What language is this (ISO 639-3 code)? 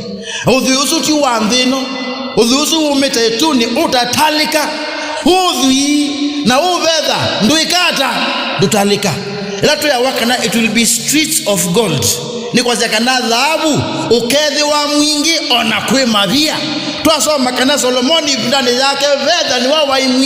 kam